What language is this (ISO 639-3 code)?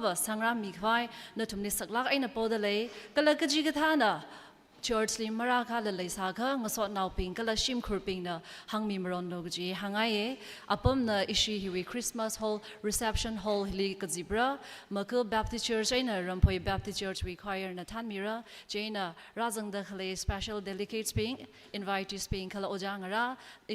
nmf